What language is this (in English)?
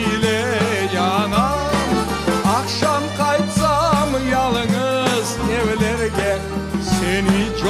Crimean Tatar